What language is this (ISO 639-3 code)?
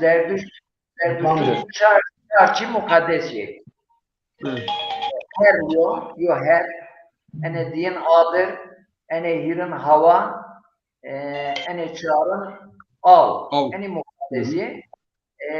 zza